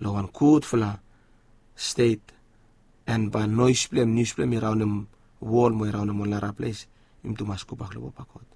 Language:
Bislama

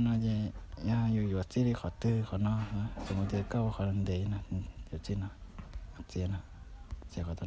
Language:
Hmong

